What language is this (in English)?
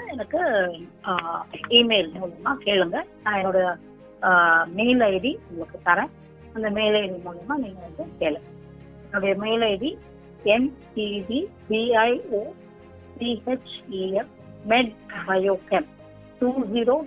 Tamil